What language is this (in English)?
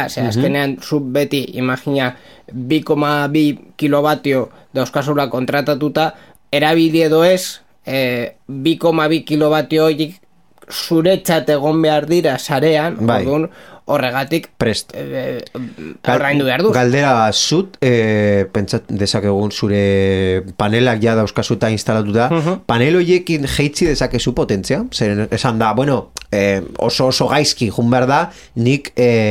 Basque